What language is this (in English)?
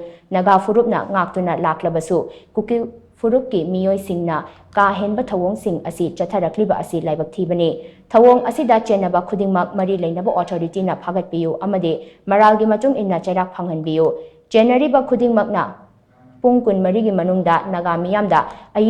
Manipuri